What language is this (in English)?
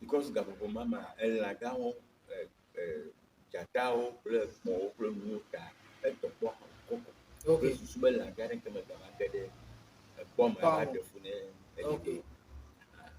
Ewe